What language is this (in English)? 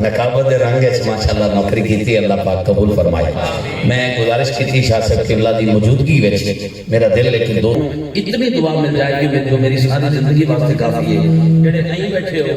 Saraiki